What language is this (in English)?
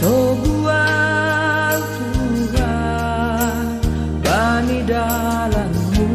Batak Simalungun